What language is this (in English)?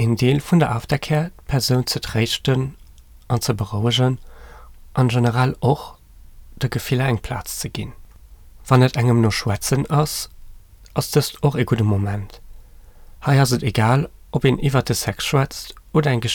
Luxembourgish